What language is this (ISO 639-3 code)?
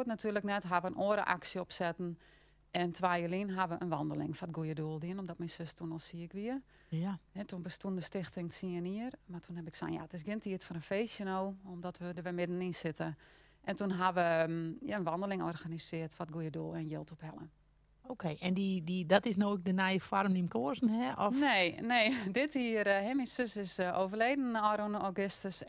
fry